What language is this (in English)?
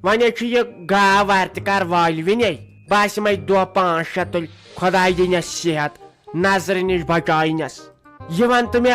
Kashmiri